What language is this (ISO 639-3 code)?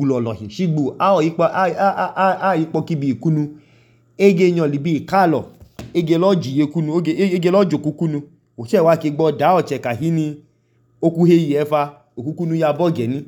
idu